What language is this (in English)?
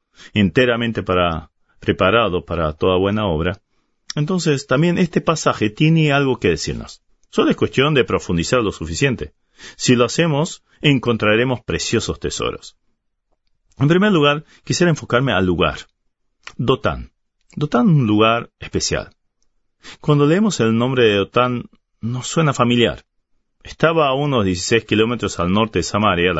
Spanish